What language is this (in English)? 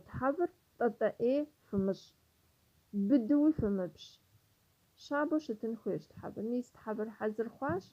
Kabardian